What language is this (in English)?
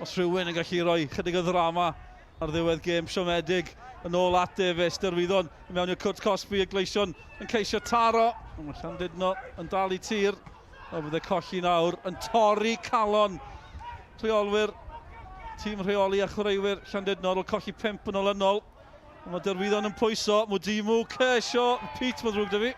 Welsh